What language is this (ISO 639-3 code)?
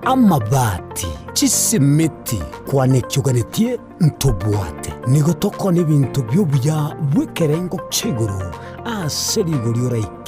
guz